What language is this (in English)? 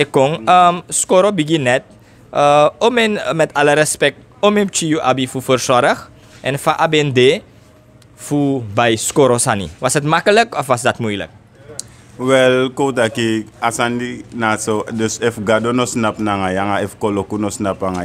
Sranan Tongo